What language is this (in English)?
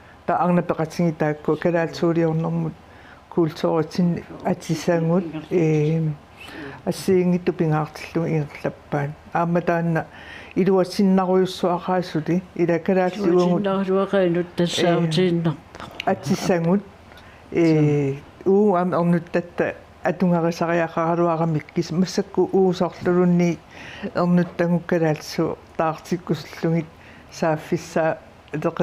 Kalaallisut